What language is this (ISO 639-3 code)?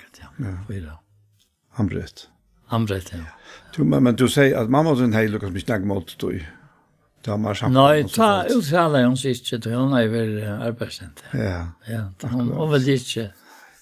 fao